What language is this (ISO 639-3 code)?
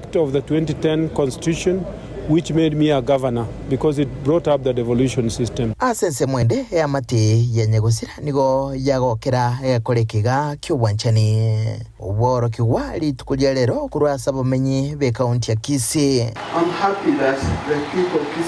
guz